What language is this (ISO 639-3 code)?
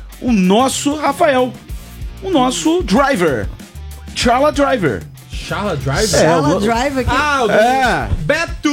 por